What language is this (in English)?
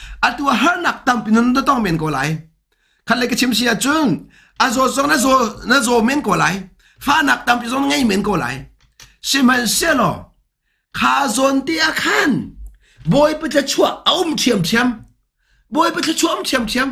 Hakha Chin